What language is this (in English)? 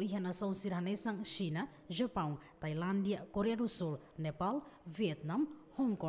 Tetum